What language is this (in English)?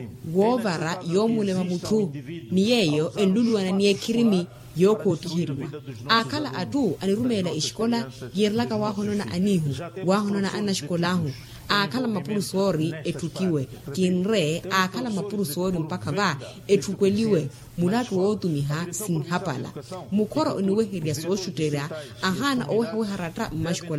Makhuwa